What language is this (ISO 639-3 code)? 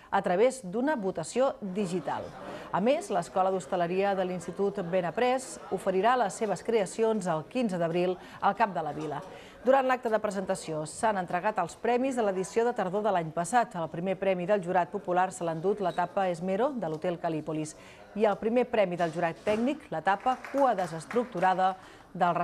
cat